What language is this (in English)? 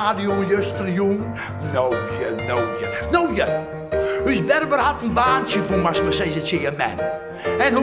Western Frisian